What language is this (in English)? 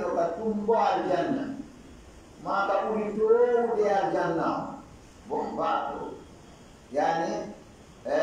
Fula